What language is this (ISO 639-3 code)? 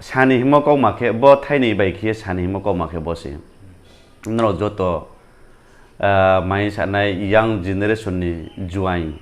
ria